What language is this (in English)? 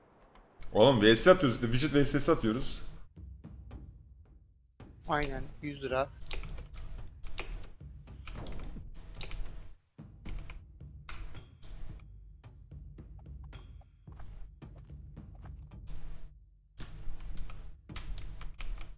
Turkish